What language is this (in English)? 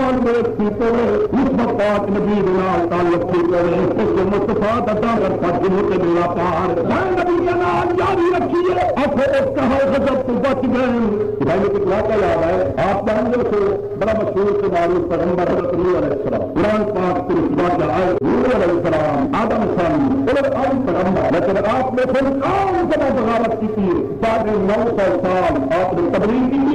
Saraiki